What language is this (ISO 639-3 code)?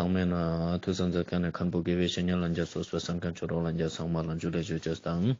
lbj